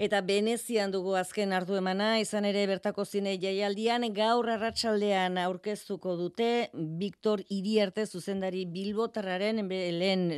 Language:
Basque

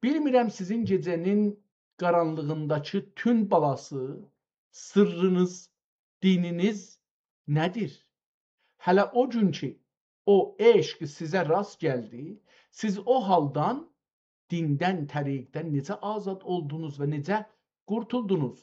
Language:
South Azerbaijani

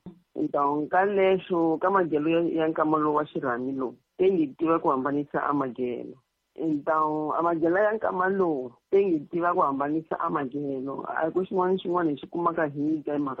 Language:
Tsonga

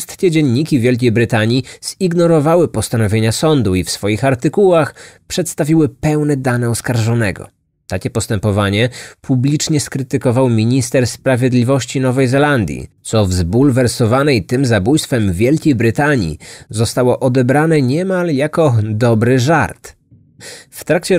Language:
Polish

